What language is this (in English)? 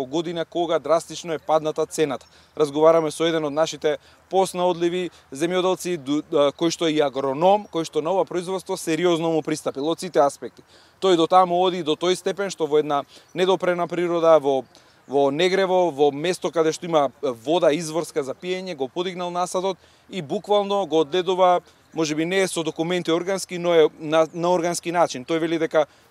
Macedonian